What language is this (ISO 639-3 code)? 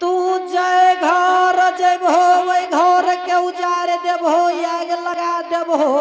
anp